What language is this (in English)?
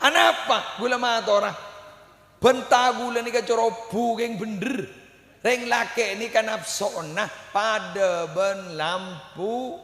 Madurese